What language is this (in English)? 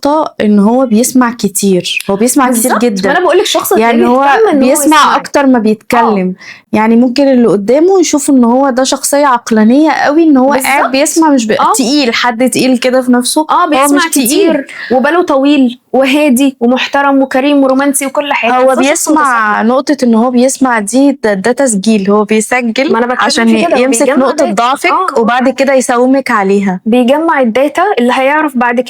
Egyptian Arabic